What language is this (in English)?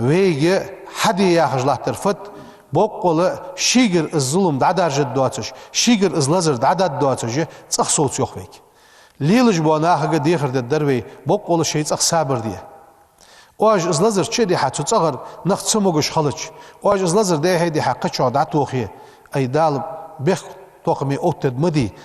Ingush